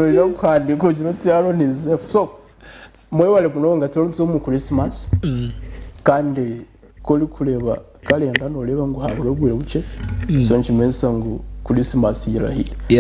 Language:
Nyankole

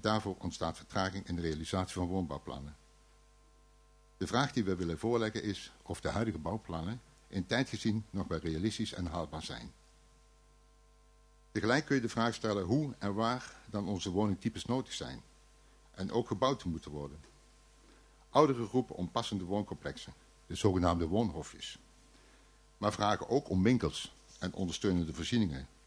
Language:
Dutch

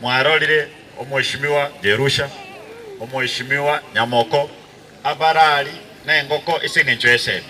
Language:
Gusii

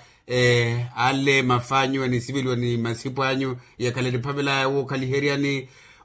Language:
Makhuwa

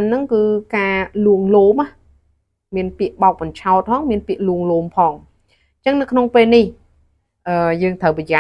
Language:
Khmer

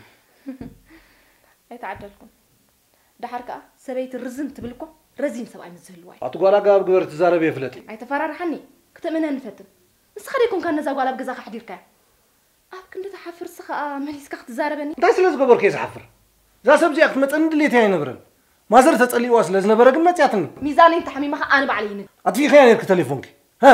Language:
Tigrinya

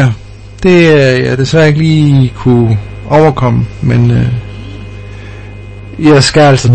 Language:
Danish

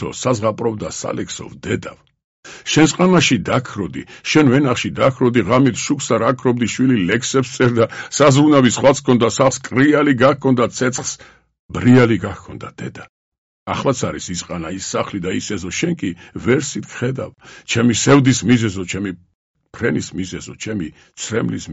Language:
Georgian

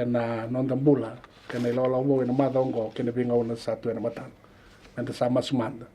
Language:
Fijian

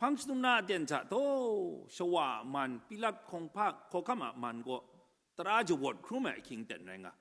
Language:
Kachin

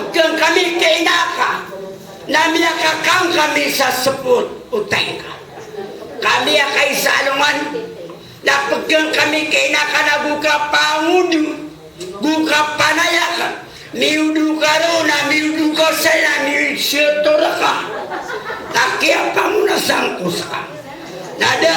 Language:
Maranao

